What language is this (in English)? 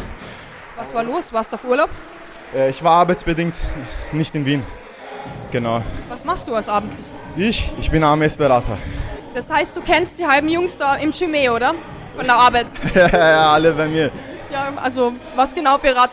German